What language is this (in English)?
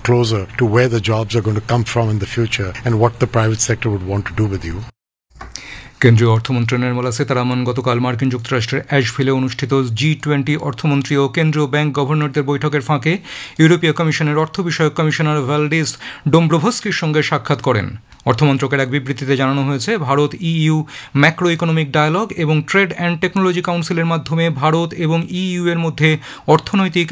Bangla